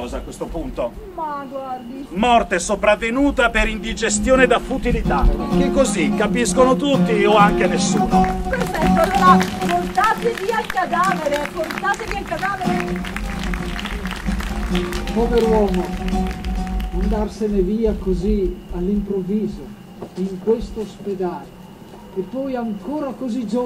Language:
Italian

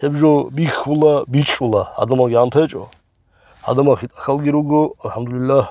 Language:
Avaric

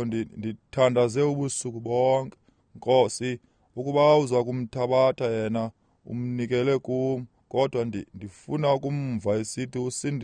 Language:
Xhosa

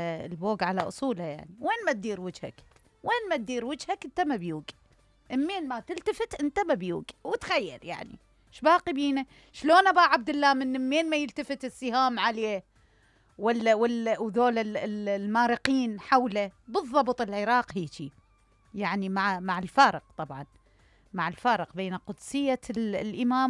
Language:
Mesopotamian Arabic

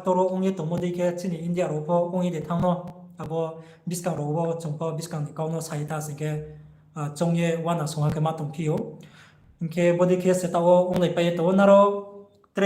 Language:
Riang (India)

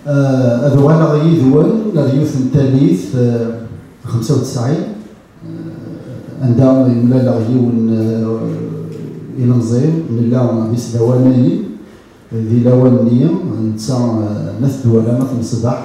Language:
Kabyle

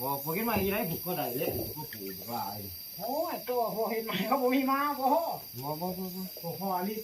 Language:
Northeastern Thai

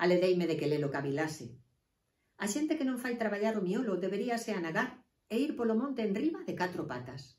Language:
Galician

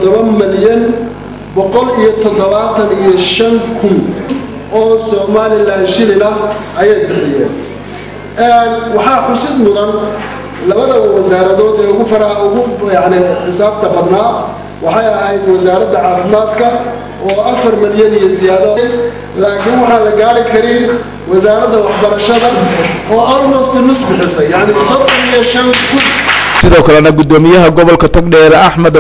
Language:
Somali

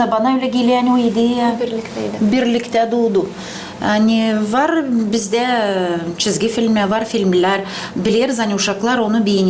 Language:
Gagauz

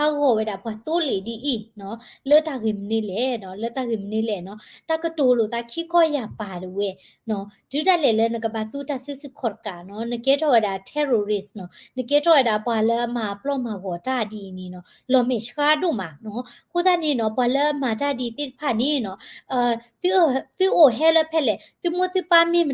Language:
S'gaw Karen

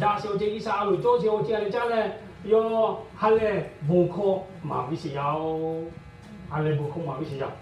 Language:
Lahu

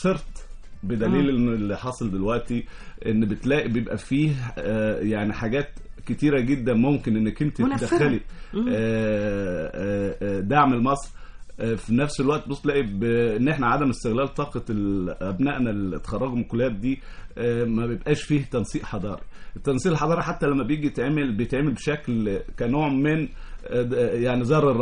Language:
Egyptian Arabic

